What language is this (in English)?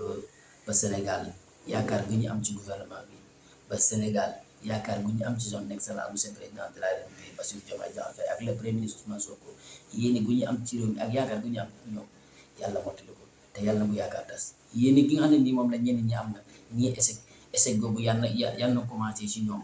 Wolof